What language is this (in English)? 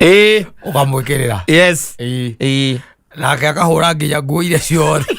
Kikuyu